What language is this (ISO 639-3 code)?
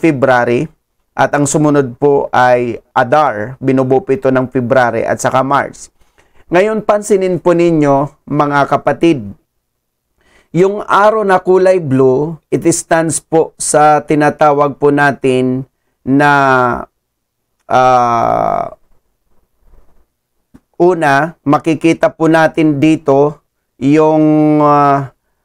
fil